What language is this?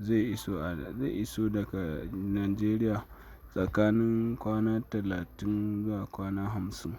Hausa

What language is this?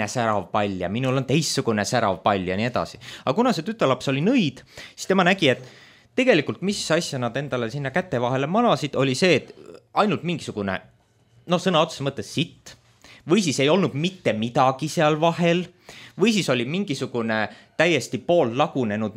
Estonian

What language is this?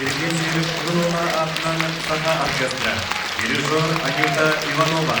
Yakut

